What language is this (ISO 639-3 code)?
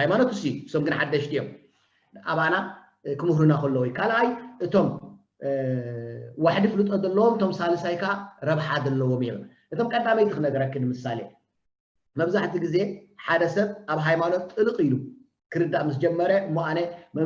tir